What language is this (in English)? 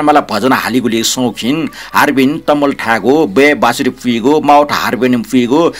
Newari